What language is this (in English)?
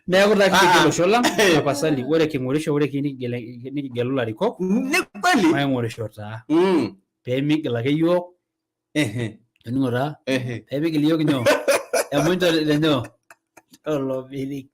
Masai